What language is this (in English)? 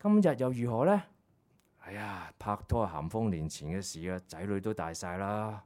Cantonese